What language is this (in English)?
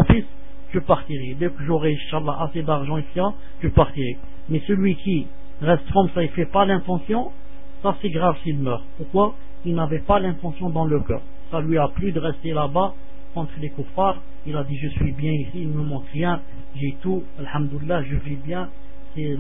French